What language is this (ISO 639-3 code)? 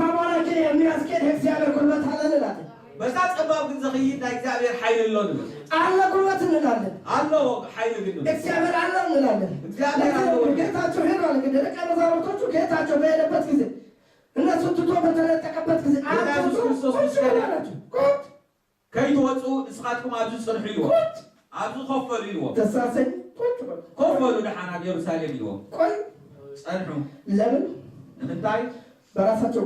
tir